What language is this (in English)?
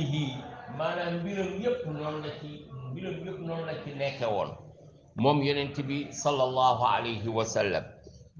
Wolof